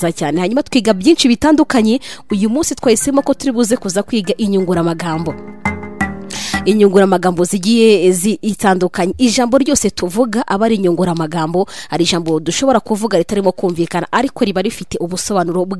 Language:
Kinyarwanda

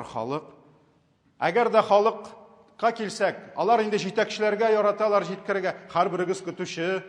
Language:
Tatar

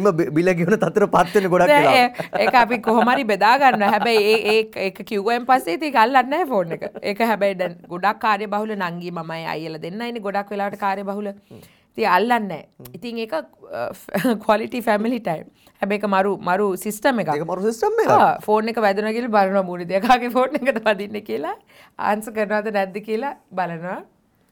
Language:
Sinhala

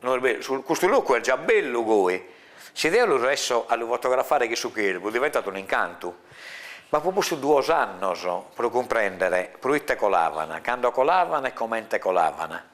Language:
Sardinian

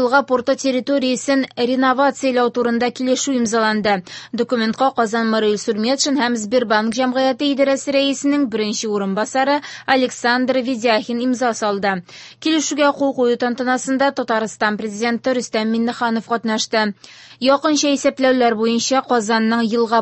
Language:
Tatar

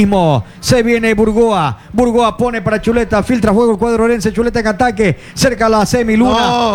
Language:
Spanish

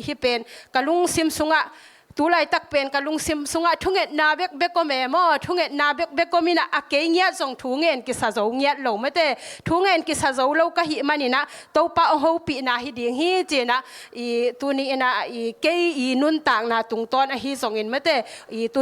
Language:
Tedim Chin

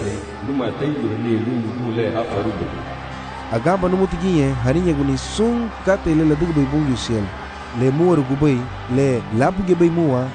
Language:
Garifuna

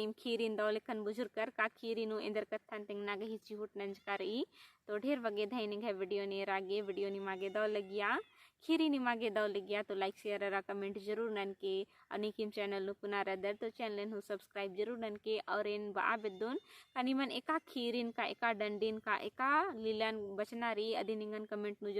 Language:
Kurukh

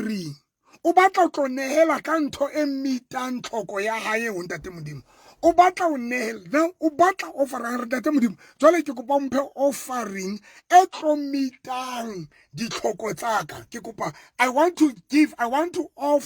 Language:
Southern Sotho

